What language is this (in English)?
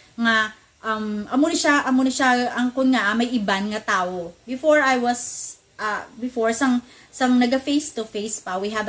Hiligaynon